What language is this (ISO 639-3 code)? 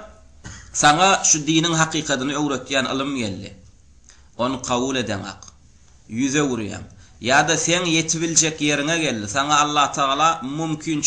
tuk